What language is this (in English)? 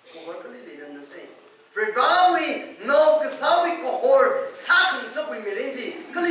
Tangkhul Naga (India)